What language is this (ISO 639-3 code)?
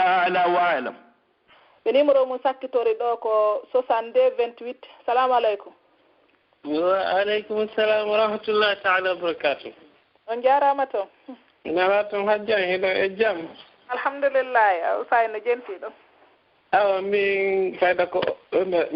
fuf